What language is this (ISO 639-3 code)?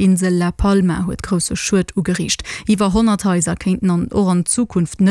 ltz